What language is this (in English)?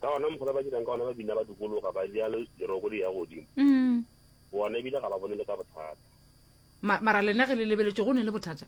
Northern Sotho